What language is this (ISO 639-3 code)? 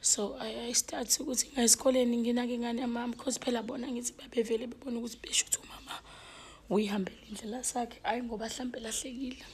zul